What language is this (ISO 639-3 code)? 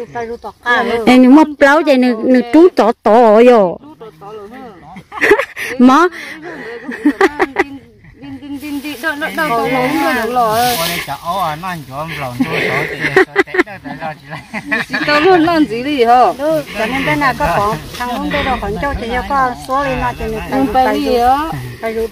vie